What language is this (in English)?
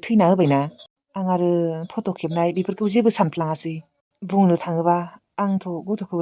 Bodo